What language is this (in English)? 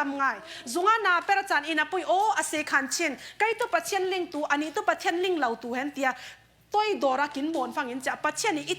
Falam Chin